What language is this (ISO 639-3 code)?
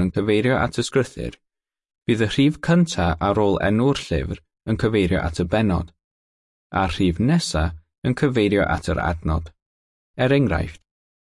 cym